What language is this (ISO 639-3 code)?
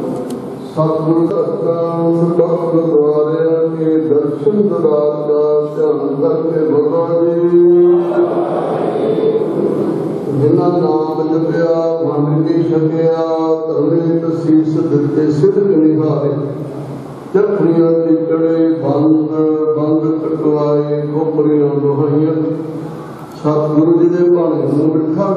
pan